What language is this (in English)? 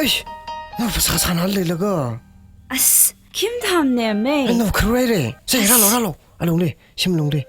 Tangkhul Naga (India)